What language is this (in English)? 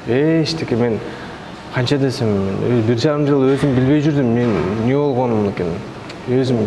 Kyrgyz